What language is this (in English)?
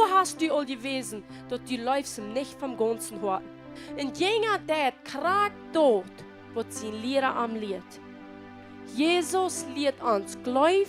Plautdietsch